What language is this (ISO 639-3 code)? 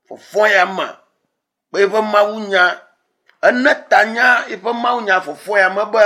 ewe